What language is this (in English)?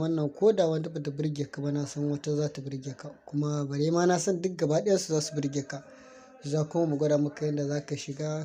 Hausa